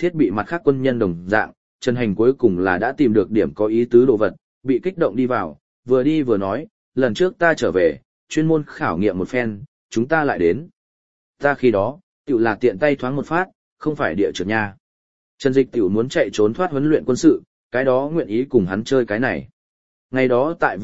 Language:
Vietnamese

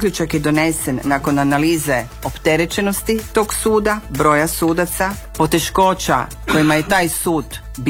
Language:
Croatian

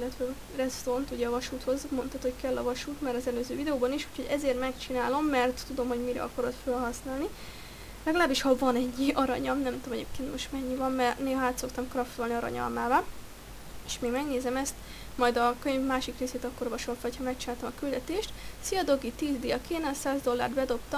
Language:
Hungarian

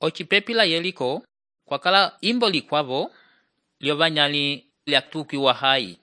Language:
Umbundu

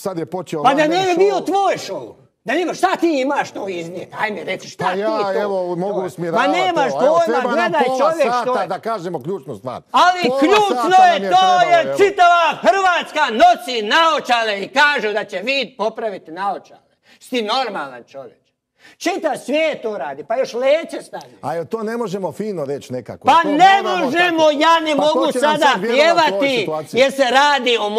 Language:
Croatian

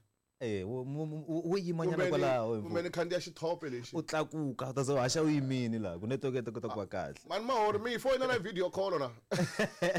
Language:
Tsonga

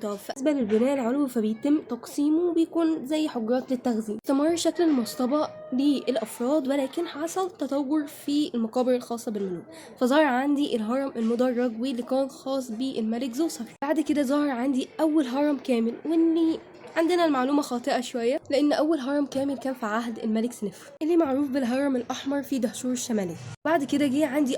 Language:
Egyptian Arabic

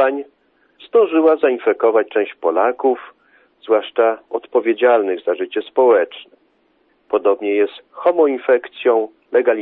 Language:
Polish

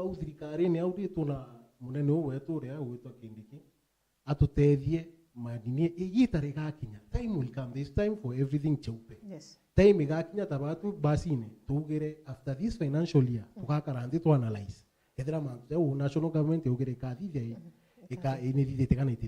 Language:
Meru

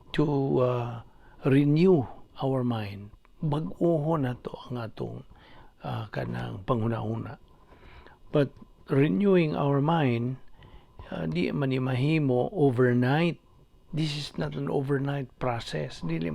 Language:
Cebuano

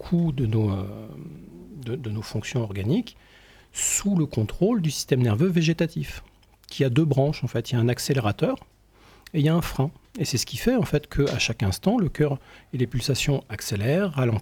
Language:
French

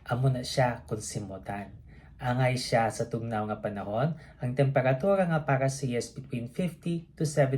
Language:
Hiligaynon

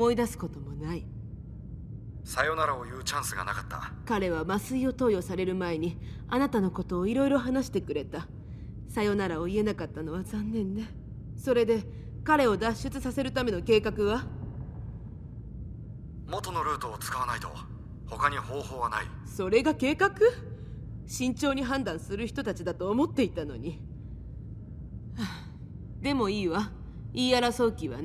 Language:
Japanese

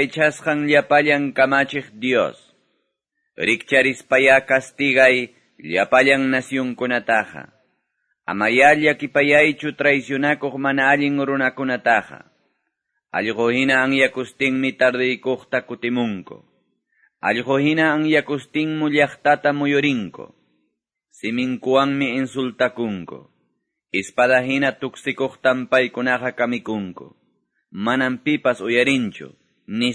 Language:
Quechua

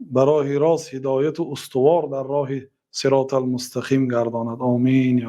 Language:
Tajik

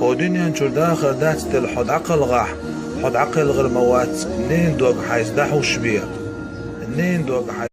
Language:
Chechen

